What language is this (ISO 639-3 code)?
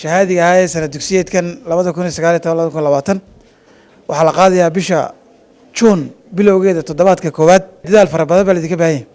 som